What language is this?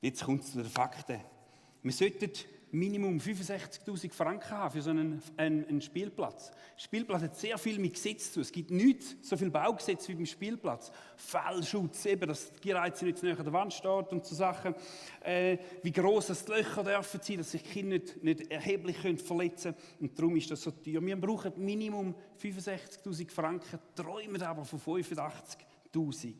Swiss German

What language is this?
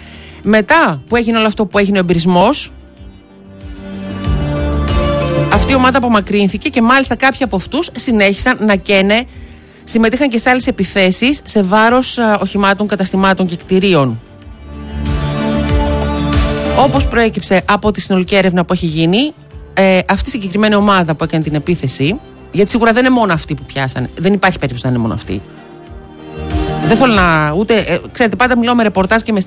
Greek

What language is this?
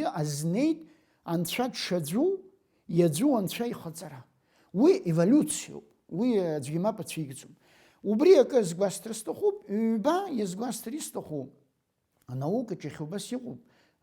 Abkhazian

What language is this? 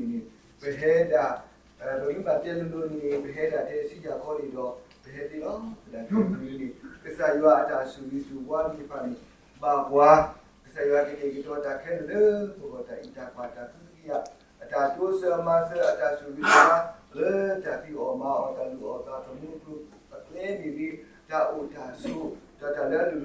S'gaw Karen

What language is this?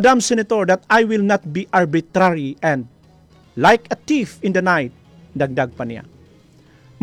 Cebuano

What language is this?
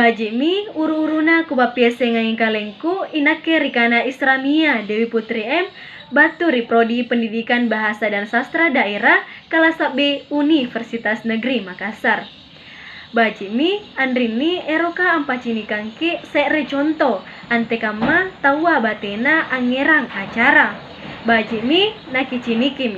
Makasar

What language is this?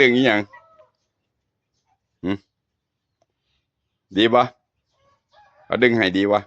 Northeastern Thai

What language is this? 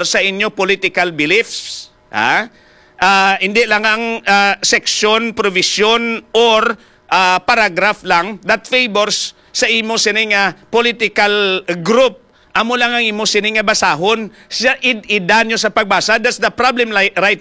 Hiligaynon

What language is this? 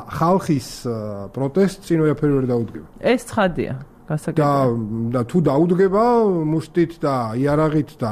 Georgian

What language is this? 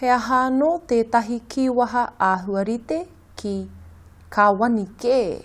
Māori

